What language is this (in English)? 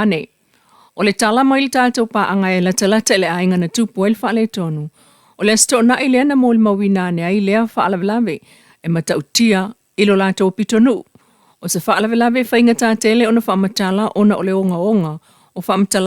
Samoan